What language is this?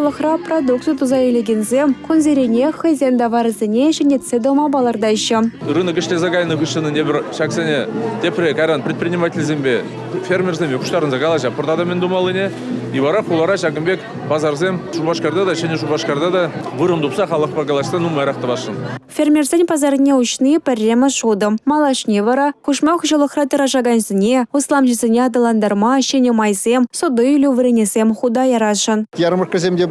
Chuvash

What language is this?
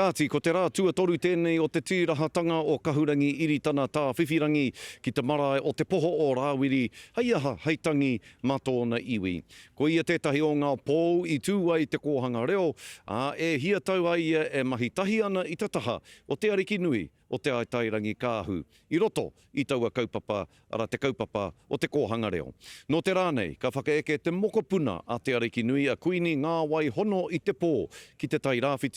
Māori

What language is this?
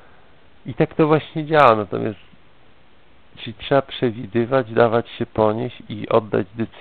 Polish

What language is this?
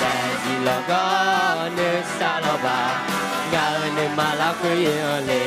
Akha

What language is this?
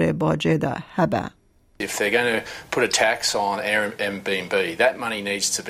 Kurdish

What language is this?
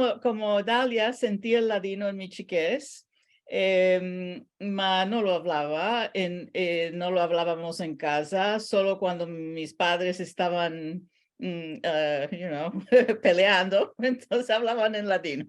Ladino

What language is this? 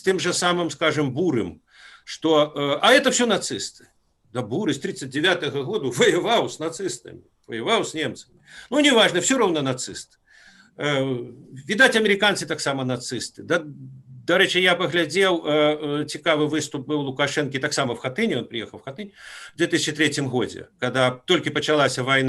Belarusian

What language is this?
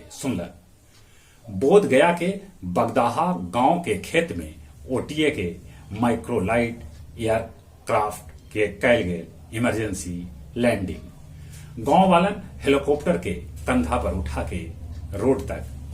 Magahi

